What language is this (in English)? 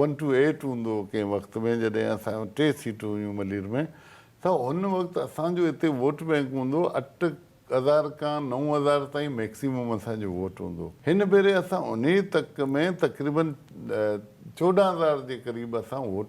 Sindhi